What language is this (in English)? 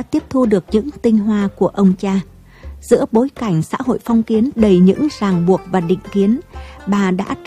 Vietnamese